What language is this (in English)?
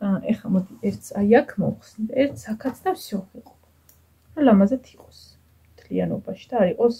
Georgian